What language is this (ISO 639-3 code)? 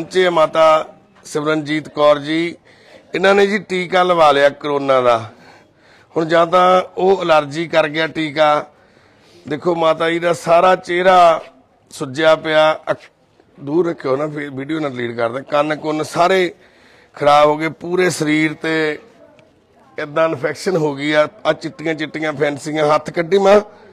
pan